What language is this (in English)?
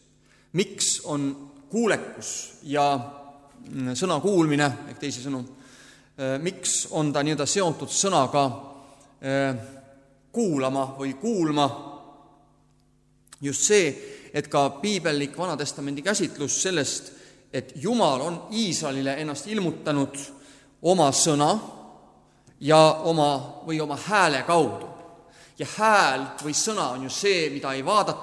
Estonian